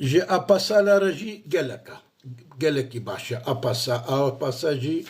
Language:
Kurdish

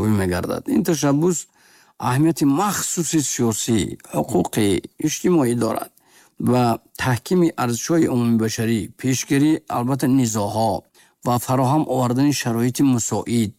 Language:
Tajik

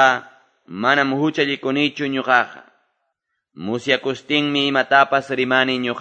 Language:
Quechua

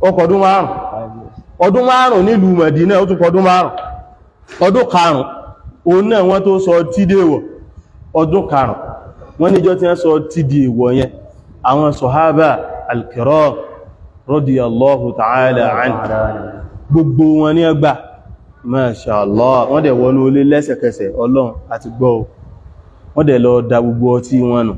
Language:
Yoruba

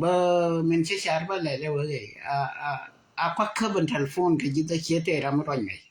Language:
Nuer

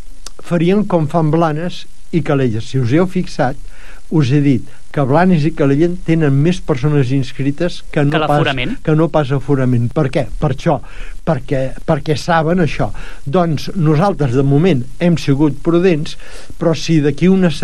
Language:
Catalan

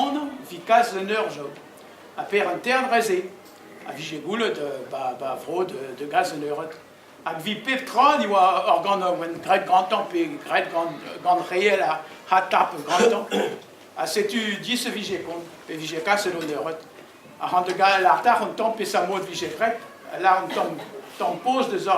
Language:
Breton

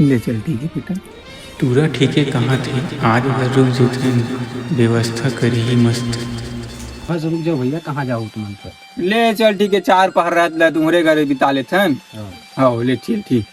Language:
Chhattisgarhi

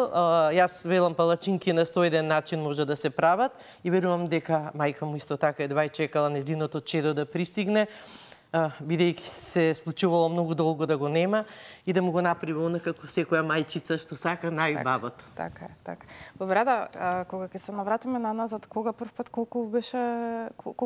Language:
Macedonian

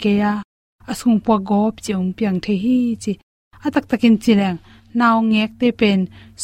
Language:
Tedim Chin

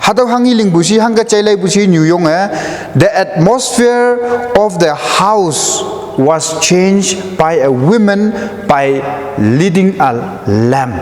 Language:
Konyak Naga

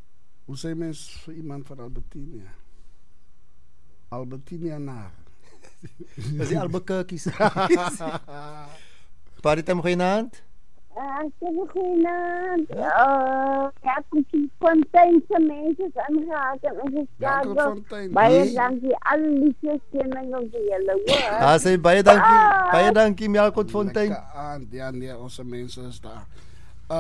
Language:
Afrikaans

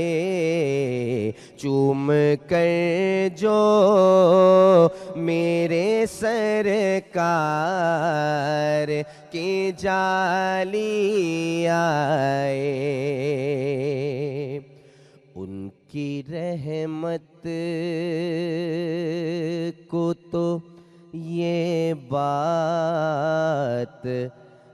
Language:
Urdu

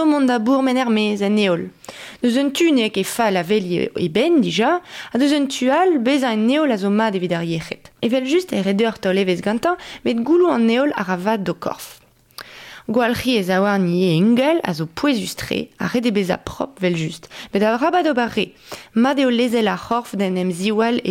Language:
Breton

